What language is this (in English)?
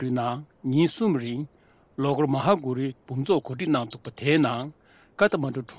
Tibetan